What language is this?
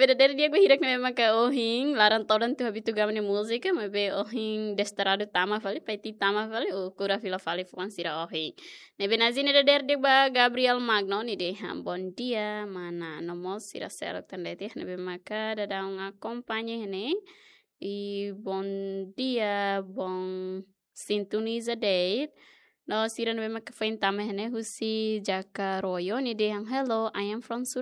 Tetum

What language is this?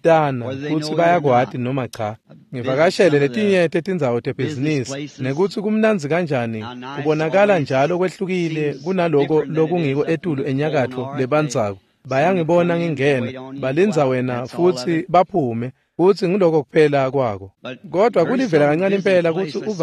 Swati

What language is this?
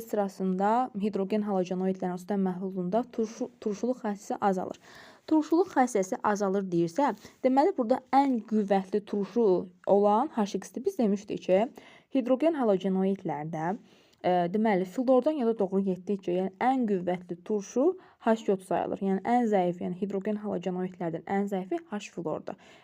Azerbaijani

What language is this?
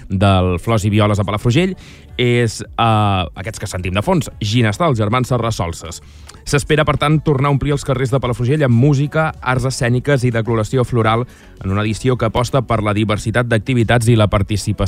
Catalan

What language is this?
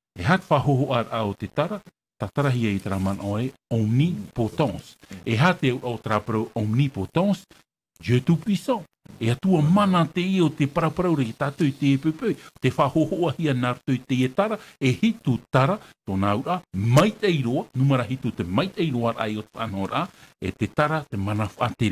Tahitian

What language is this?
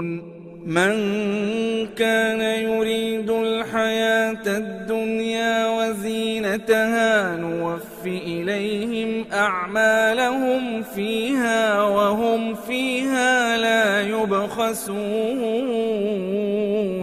Arabic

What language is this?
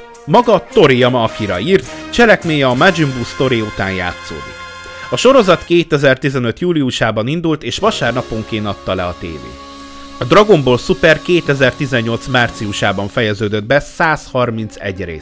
Hungarian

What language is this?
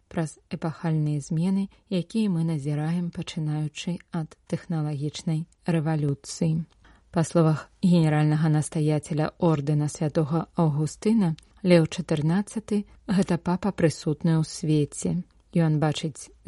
Belarusian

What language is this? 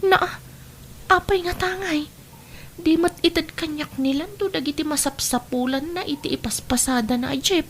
Iloko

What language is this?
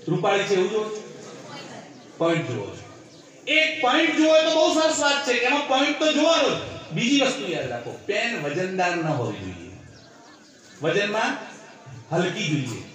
Gujarati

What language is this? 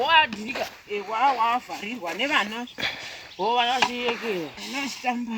Shona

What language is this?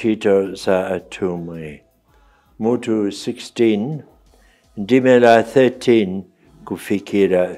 Nyanja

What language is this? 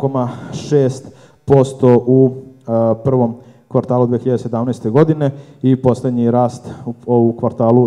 Serbian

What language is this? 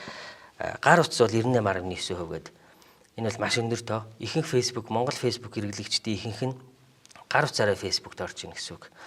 Mongolian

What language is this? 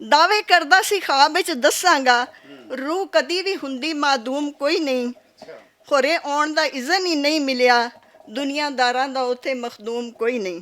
Western Panjabi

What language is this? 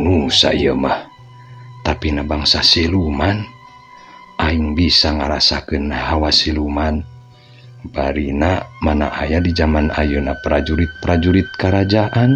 Sundanese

